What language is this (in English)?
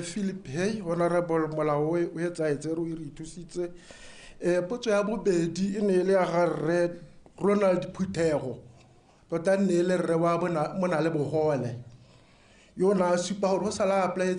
Tswana